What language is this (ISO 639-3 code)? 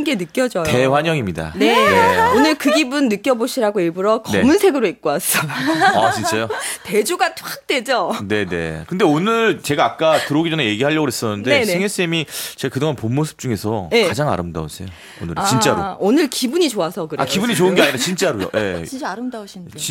kor